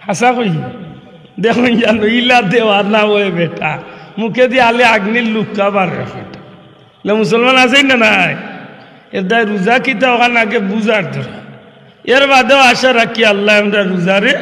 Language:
Sylheti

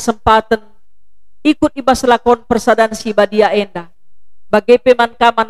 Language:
Batak Karo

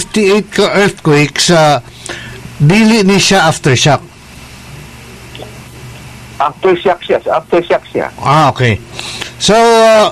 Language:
Cebuano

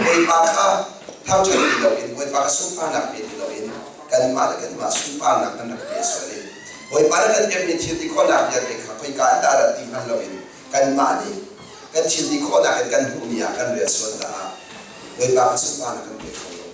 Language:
Hakha Chin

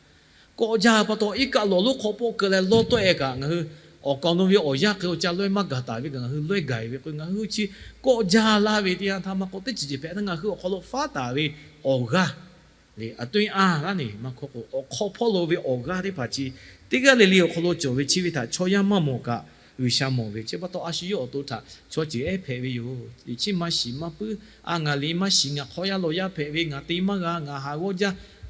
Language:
Lahu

